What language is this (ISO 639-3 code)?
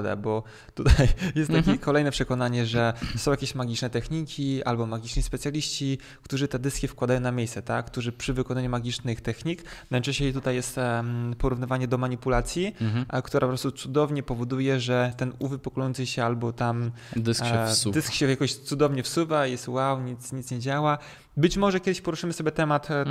pol